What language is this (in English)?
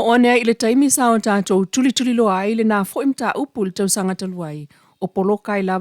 Samoan